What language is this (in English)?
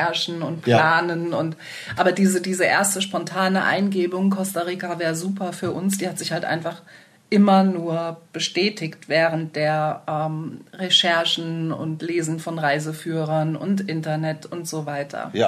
German